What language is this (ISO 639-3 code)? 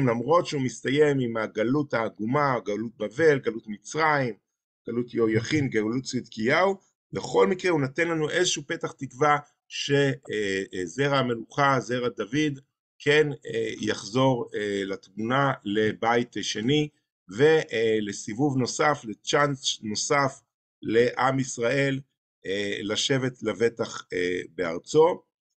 heb